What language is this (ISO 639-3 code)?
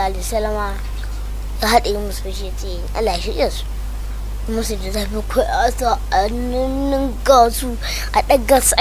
hau